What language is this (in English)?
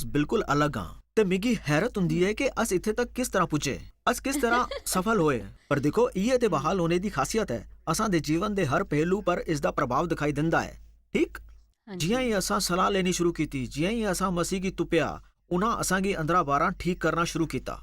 Dogri